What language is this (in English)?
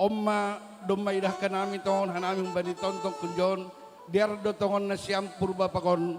Batak Simalungun